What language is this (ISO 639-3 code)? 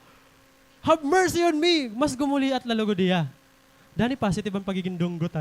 war